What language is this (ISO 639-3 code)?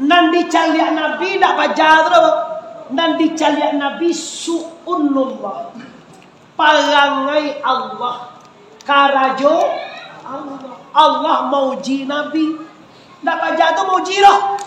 min